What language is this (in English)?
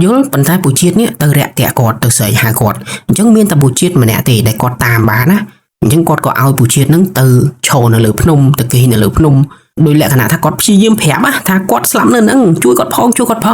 Khmer